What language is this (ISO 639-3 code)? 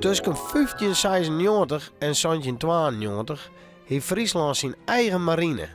fry